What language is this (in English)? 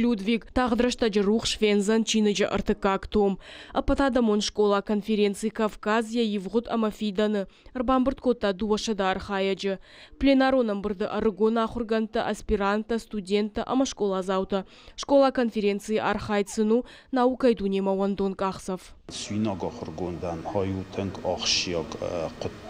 Ossetic